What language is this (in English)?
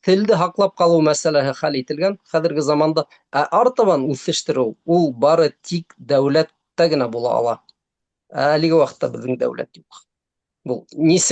Bashkir